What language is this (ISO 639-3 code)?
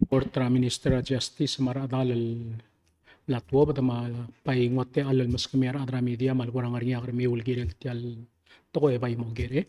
pau